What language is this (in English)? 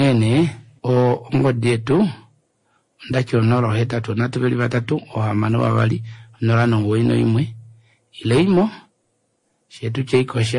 Kuanyama